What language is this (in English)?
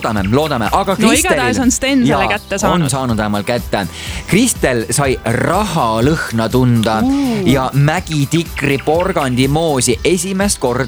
Estonian